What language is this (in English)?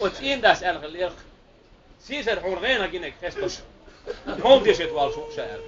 Chechen